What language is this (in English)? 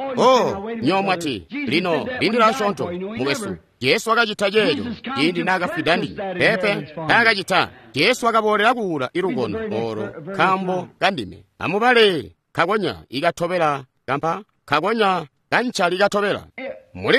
Tonga (Zambia)